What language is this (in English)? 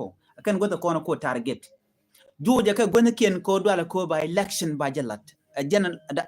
Nuer